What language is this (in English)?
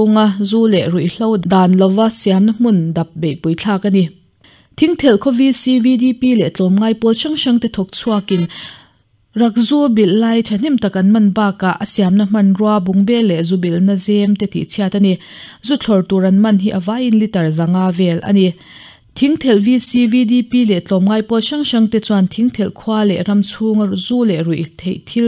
Mizo